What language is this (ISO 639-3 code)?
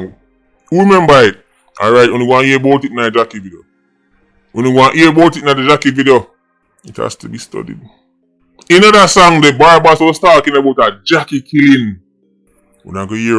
jam